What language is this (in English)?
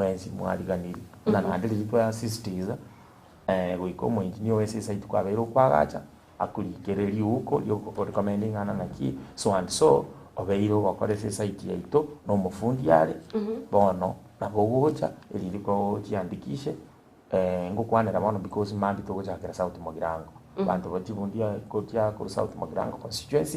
Gusii